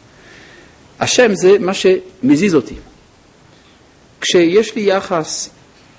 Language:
Hebrew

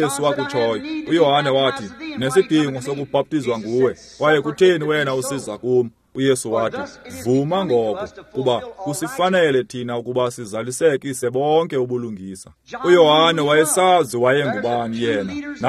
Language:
Xhosa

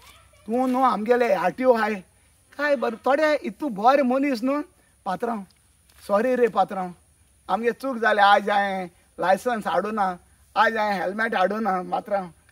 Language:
Konkani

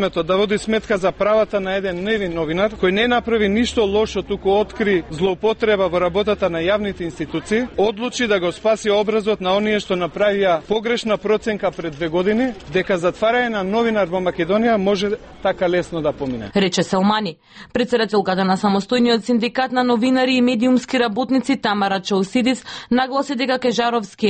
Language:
Macedonian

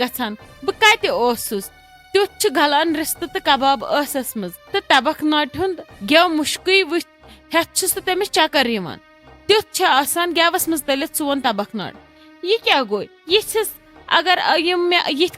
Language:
Kashmiri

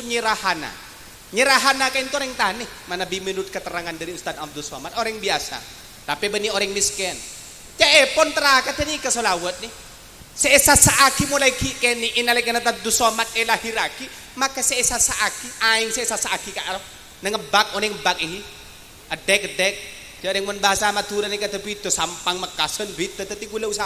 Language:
Madurese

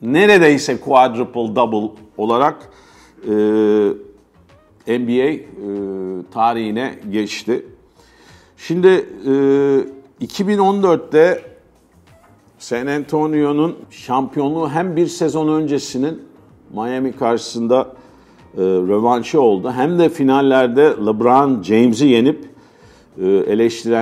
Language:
Turkish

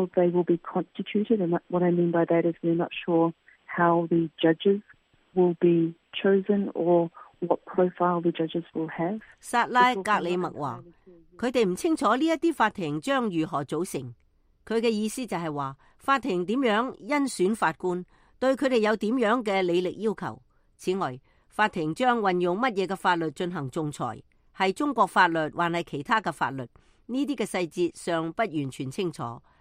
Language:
Cantonese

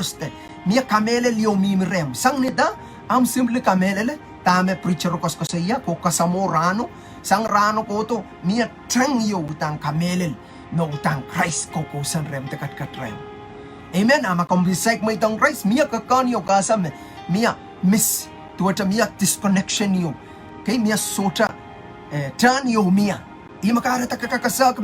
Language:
Pohnpeian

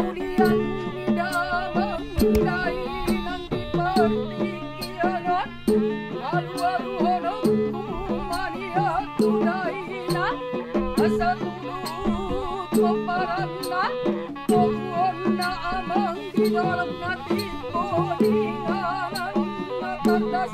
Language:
Batak Toba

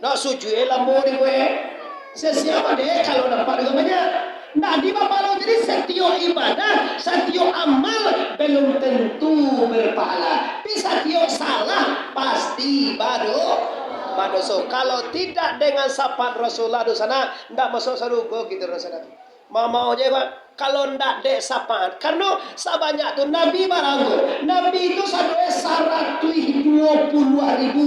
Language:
Minangkabau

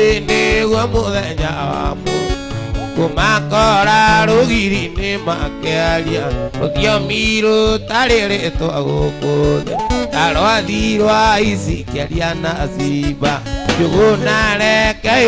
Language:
Kikuyu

